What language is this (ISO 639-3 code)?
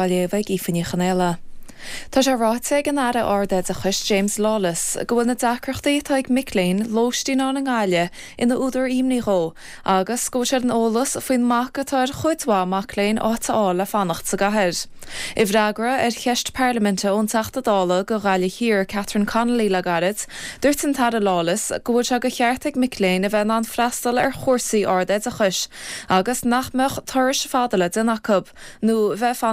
gle